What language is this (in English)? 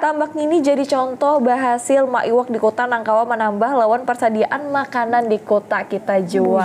Banjar